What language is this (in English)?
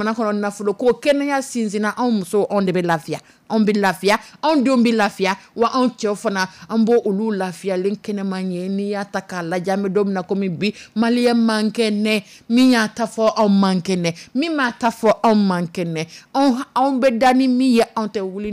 Dyula